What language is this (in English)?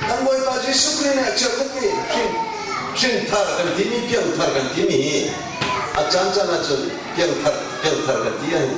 Hakha Chin